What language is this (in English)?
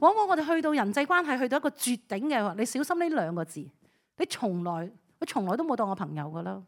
Cantonese